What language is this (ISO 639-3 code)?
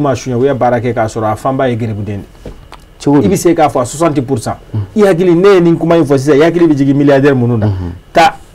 bam